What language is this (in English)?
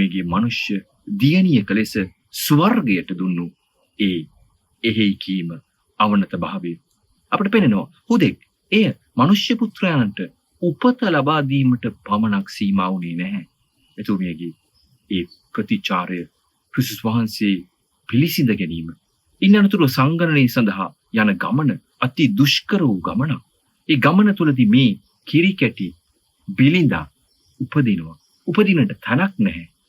Sinhala